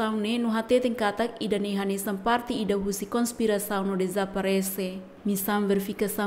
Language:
Tetum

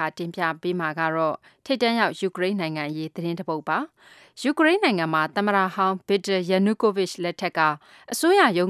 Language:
Burmese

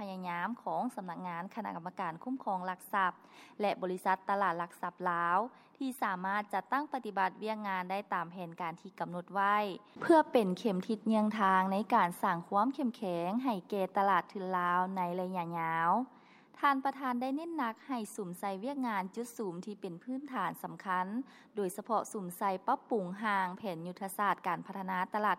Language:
Lao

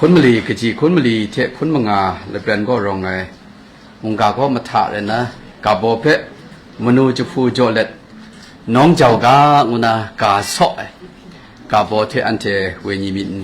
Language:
Kachin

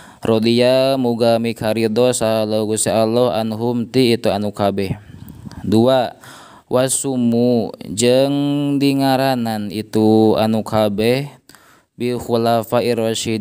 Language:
Sundanese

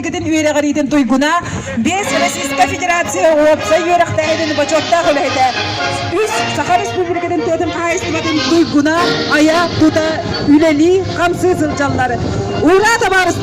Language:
Yakut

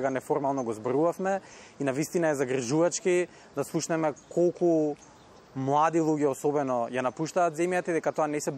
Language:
Macedonian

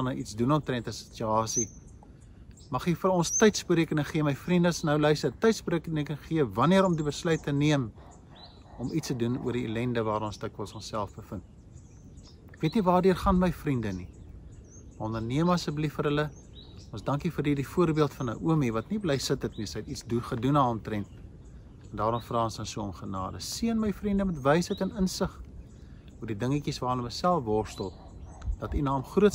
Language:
Afrikaans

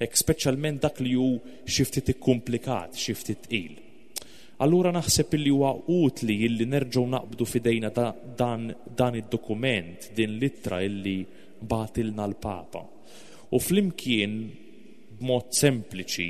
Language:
Maltese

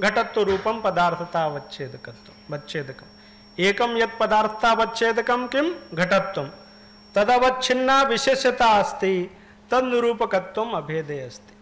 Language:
Sanskrit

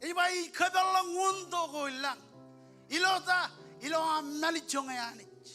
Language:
Marshallese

